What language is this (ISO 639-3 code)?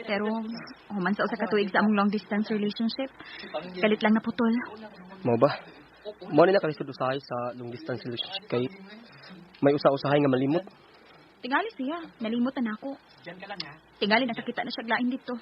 ceb